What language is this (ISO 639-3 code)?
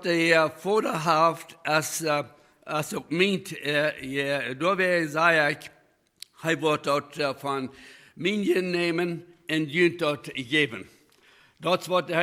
pdt